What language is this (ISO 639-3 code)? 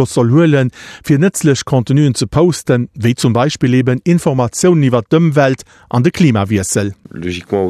ltz